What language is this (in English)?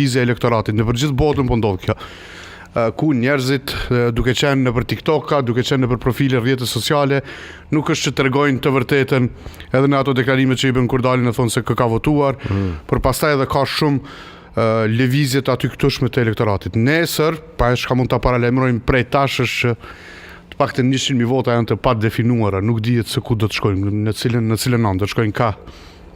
Albanian